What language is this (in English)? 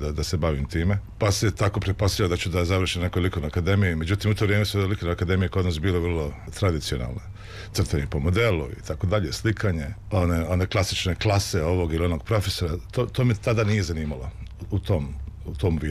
Serbian